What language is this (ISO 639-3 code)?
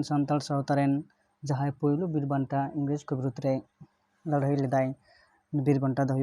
sat